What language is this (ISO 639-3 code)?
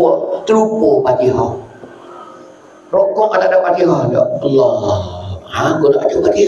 mfa